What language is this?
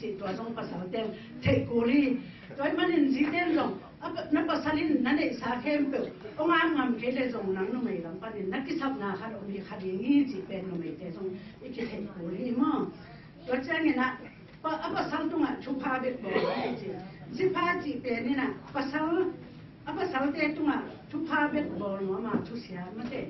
Tedim Chin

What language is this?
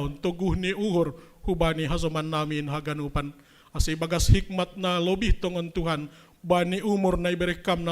Batak Simalungun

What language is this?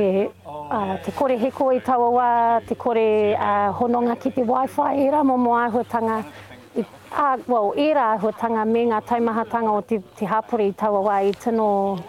Māori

